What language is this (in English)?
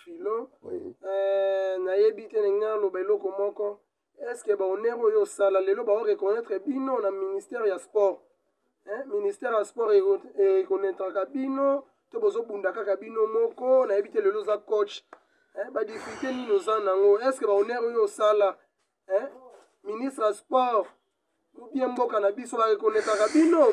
Lingala